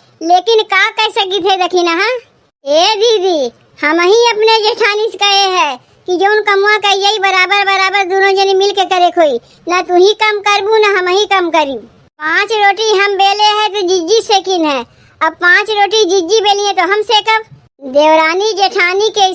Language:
Awadhi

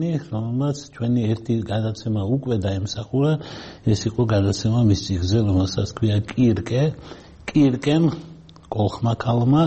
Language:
Georgian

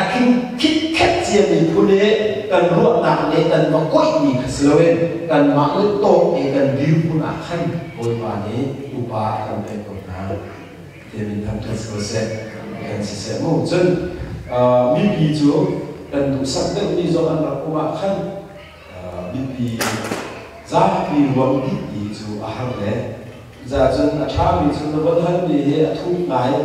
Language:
Hakha Chin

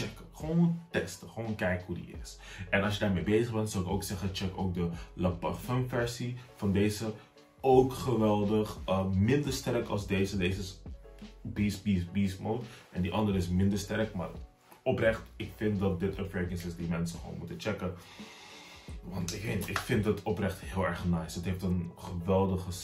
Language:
Dutch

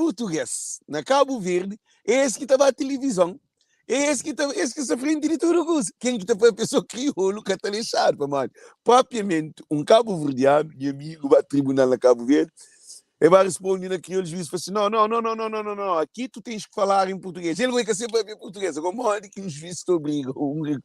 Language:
Kabuverdianu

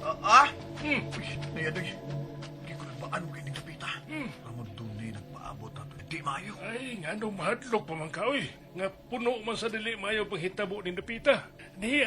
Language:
Cebuano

